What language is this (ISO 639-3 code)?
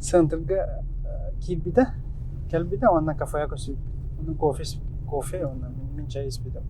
sah